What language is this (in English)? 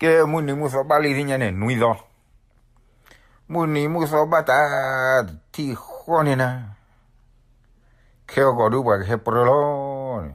S'gaw Karen